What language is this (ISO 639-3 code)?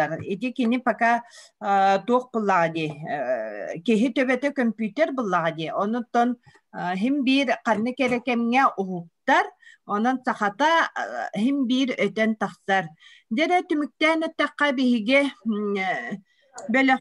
sah